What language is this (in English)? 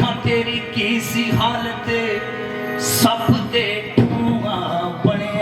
Dogri